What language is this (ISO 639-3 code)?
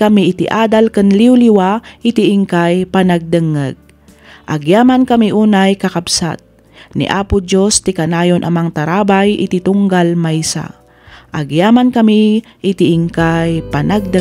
ilo